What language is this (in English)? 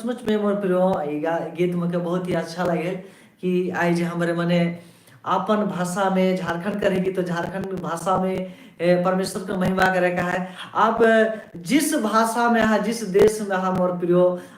Sadri